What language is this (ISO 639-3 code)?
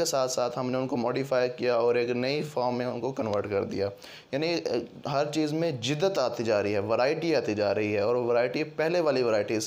hin